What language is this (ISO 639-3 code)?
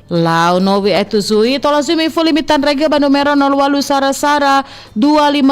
nia